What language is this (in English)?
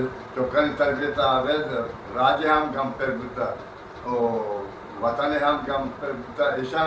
Eastern Balochi